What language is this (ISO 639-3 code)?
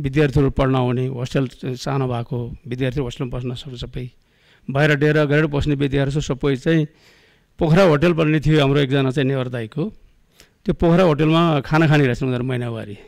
nep